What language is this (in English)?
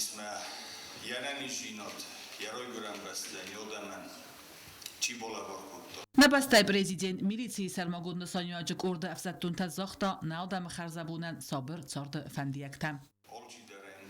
Ossetic